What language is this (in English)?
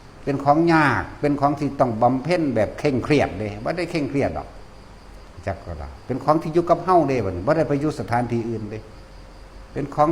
Northeastern Thai